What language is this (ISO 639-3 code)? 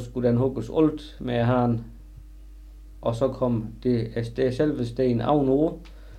dan